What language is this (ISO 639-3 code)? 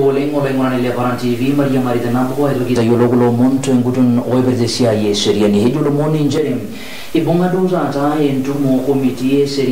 mas